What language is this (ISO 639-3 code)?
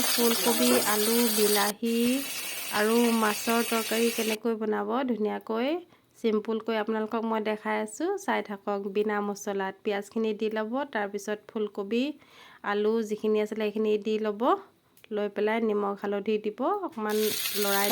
asm